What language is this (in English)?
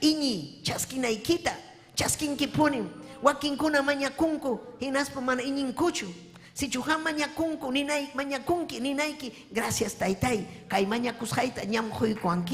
Ayacucho Quechua